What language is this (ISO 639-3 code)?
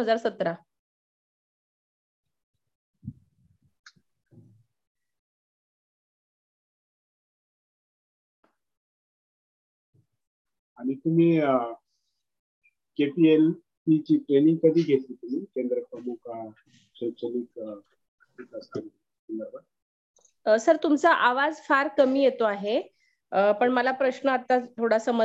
mar